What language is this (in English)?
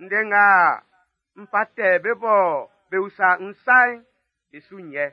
Baoulé